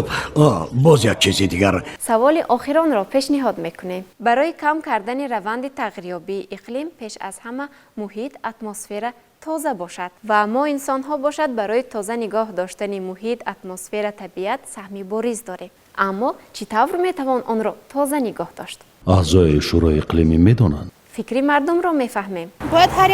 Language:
Tajik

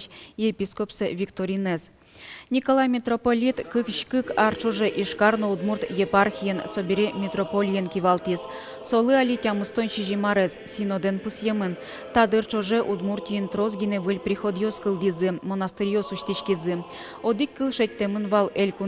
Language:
Udmurt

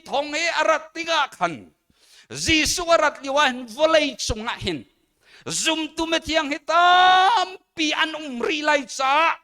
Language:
Hakha Chin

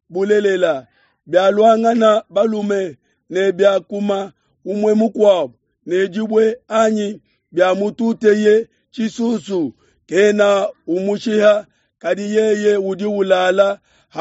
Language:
Luba-Lulua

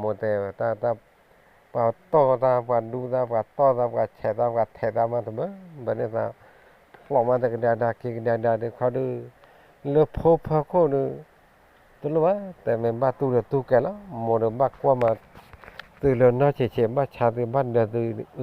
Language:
S'gaw Karen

